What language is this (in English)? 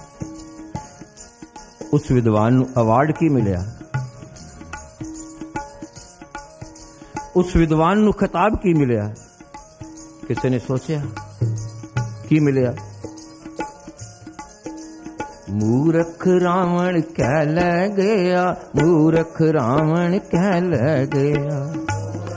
Punjabi